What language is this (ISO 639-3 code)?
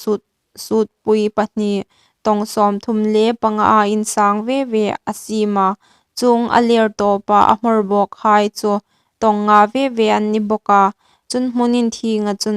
hmr